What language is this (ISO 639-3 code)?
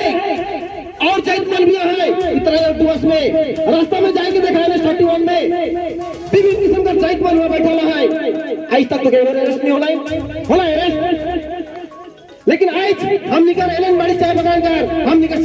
sck